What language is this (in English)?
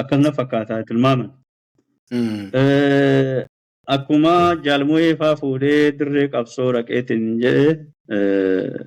Oromo